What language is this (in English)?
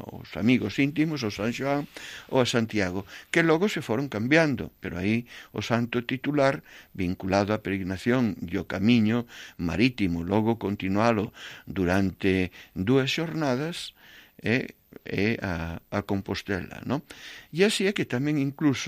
Galician